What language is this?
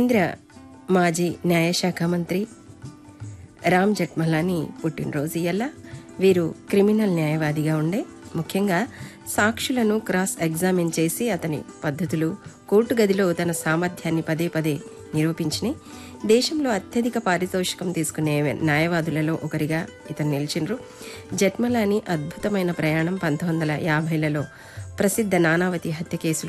Telugu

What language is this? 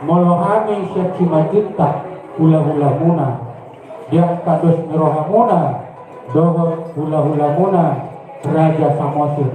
Batak Toba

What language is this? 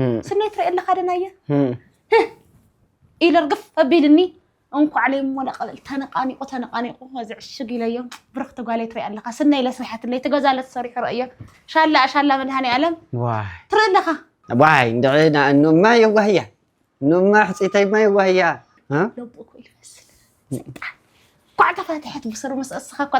Tigrinya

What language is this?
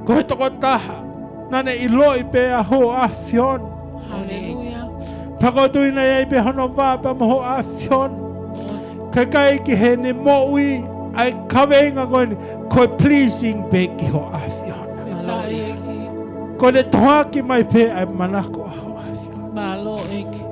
Tongan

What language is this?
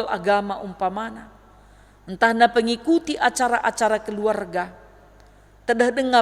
Batak Karo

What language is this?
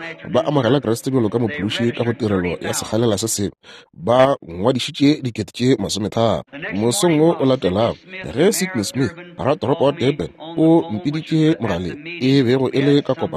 Northern Sotho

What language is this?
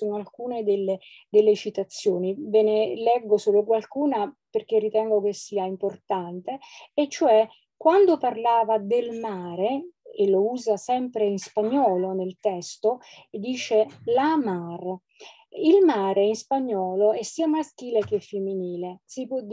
Italian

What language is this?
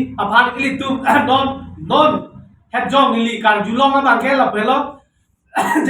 Karbi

